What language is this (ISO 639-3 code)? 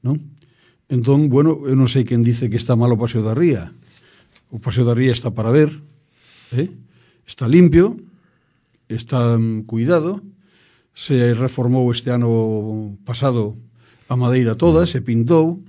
glg